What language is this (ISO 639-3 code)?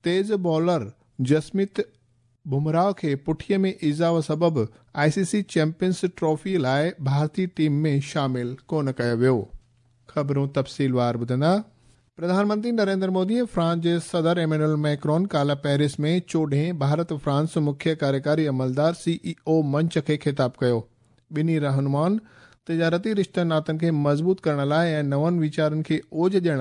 snd